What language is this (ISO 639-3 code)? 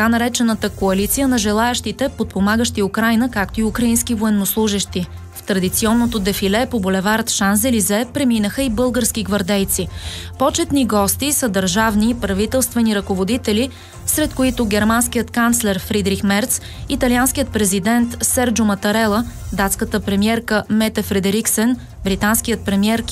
bul